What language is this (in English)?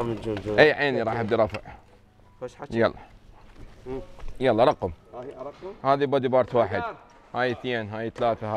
North Levantine Arabic